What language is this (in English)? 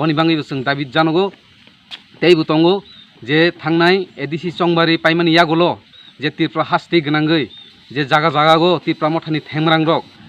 Kok Borok